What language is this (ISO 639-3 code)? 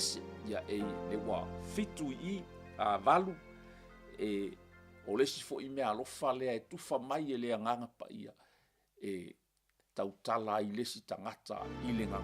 smo